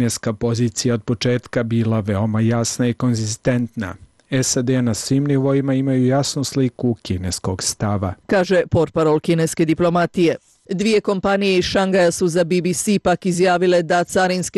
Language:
Bosnian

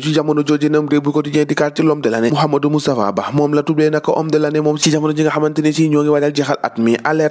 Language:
Wolof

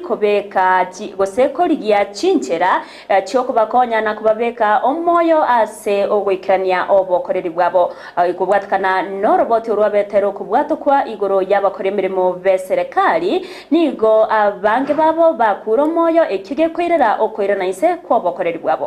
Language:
Gusii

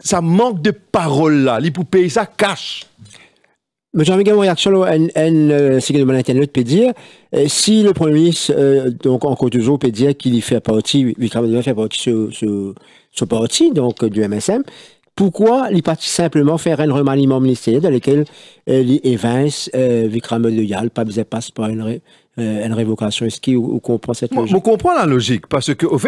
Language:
French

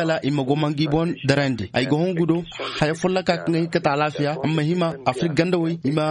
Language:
Zarma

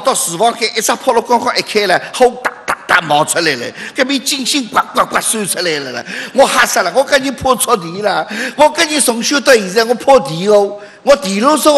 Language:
Wu Chinese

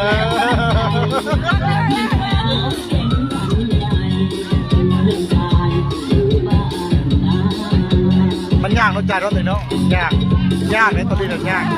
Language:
Lao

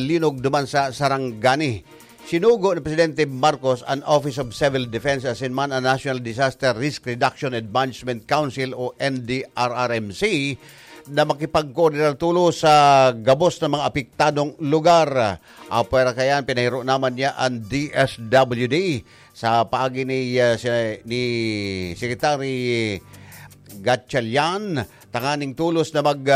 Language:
Bikol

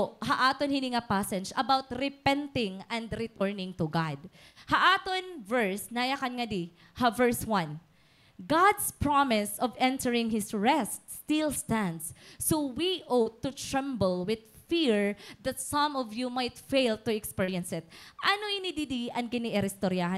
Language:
Waray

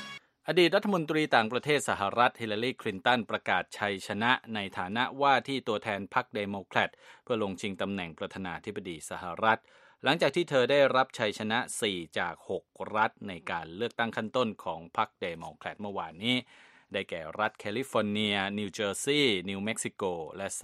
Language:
Thai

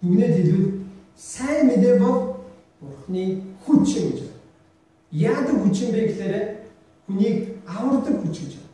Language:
Mongolian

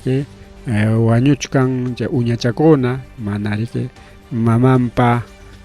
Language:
Ayacucho Quechua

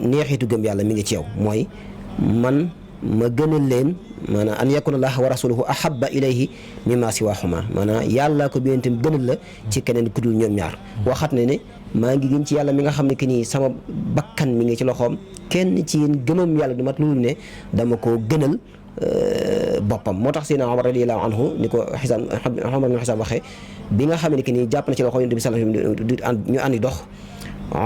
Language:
Wolof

